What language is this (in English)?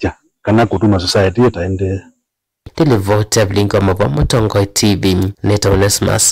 Kamba